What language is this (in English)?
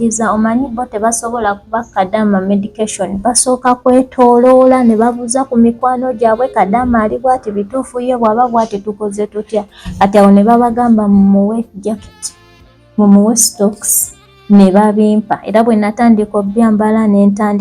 Ganda